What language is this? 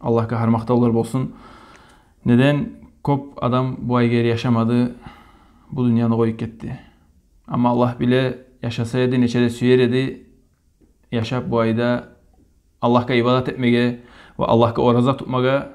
Kumyk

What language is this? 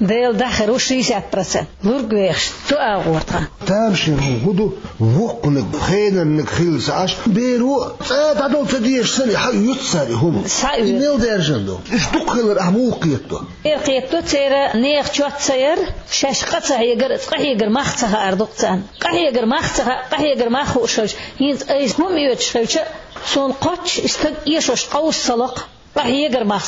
Chechen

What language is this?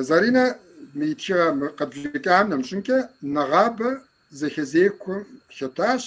Kabardian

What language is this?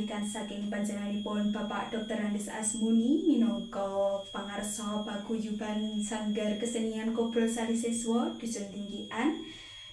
Javanese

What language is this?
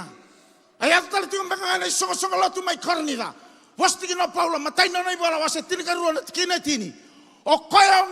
Fijian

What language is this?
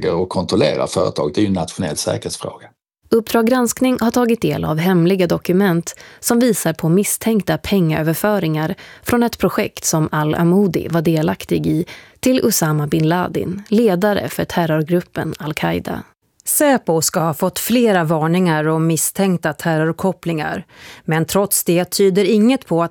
Swedish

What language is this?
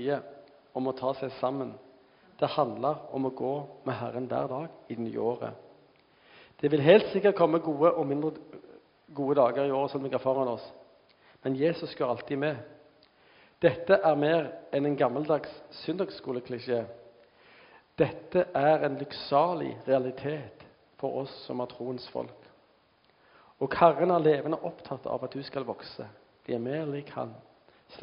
Norwegian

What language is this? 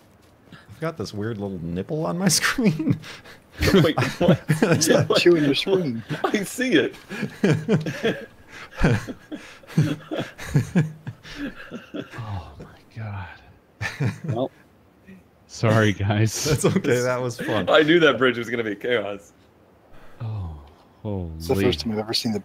English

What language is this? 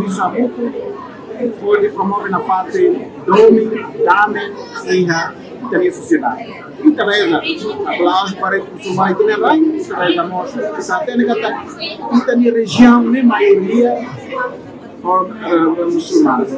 Tetum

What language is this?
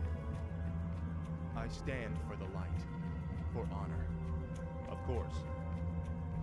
English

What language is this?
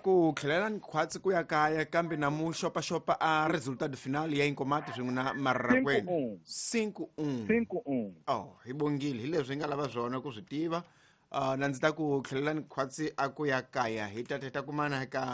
Tsonga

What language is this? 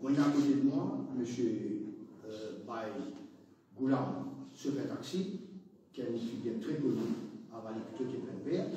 Morisyen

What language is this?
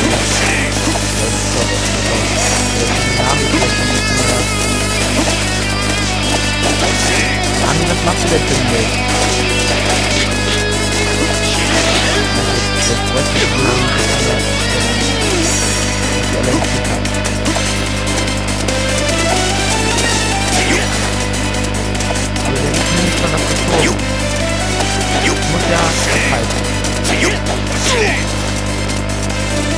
German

